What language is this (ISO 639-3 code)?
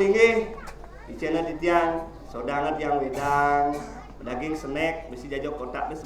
ban